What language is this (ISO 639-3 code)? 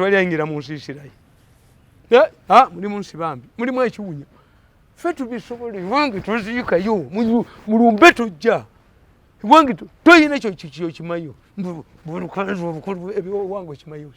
lug